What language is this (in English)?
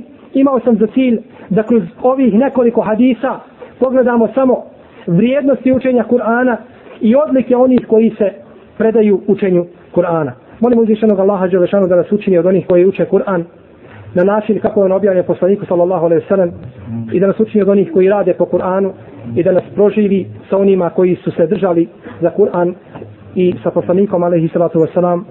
Bosnian